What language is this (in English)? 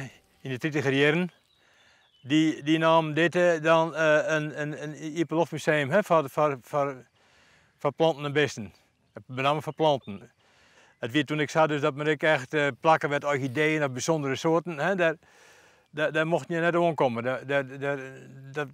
Western Frisian